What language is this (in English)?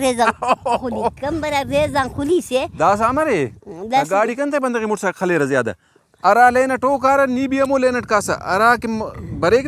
Brahui